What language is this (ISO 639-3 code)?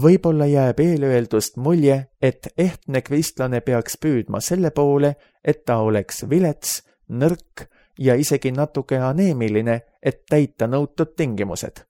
est